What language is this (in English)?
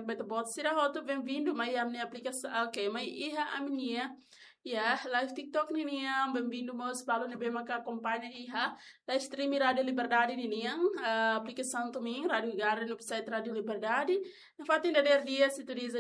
Tetum